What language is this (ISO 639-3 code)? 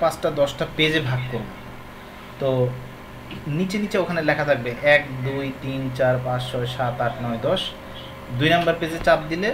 ben